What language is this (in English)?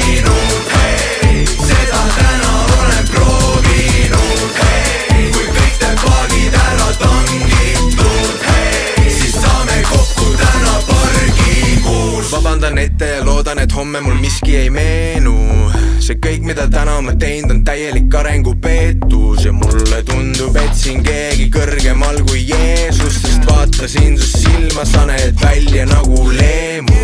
Estonian